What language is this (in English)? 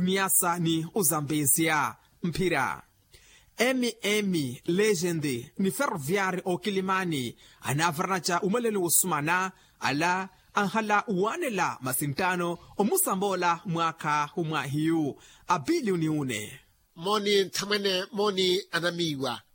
Makhuwa